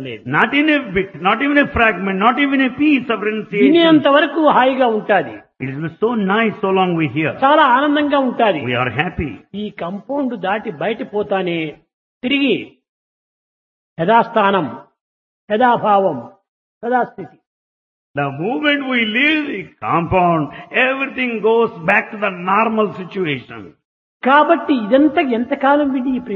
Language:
Telugu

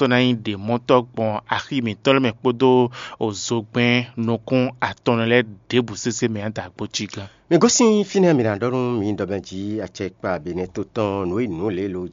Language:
Fon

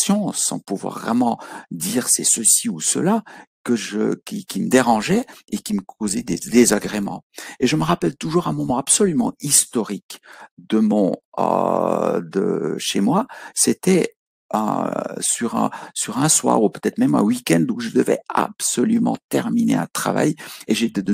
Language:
French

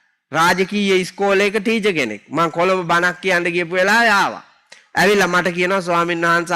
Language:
Sinhala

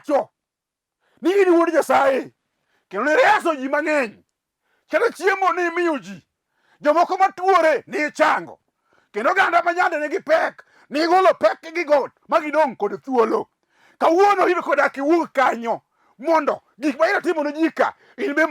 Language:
Luo (Kenya and Tanzania)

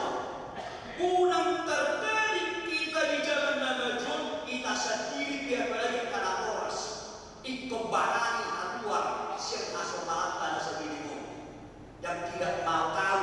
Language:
Batak Toba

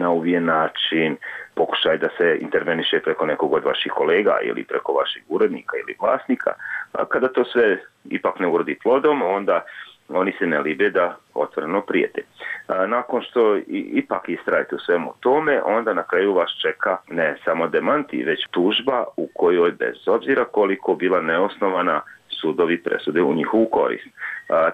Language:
Bosnian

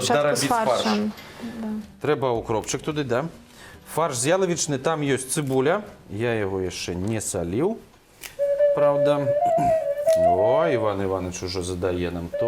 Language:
Belarusian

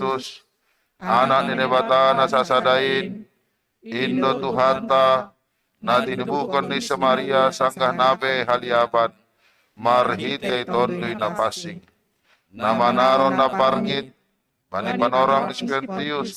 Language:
Batak Simalungun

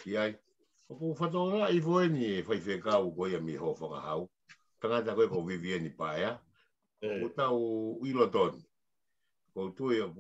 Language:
Tongan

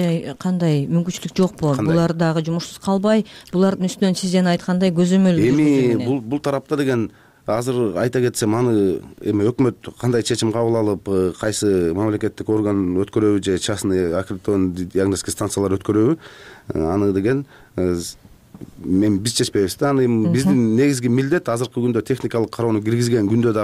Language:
Kyrgyz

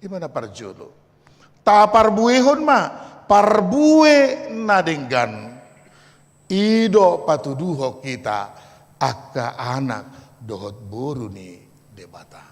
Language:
Batak Toba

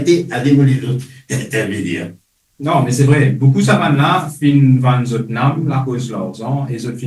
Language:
Morisyen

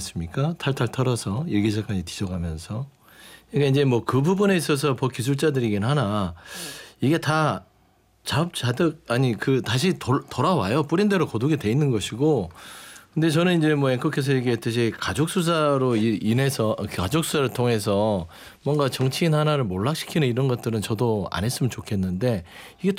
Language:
Korean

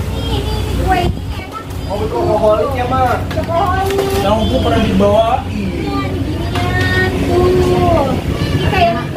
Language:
Betawi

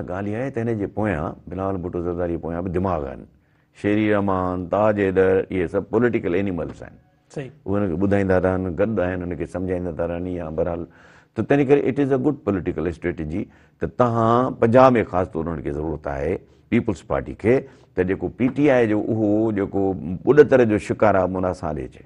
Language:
Sindhi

